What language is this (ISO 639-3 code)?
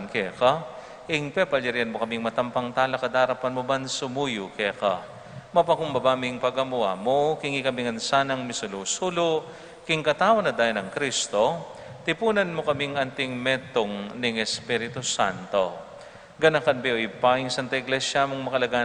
pam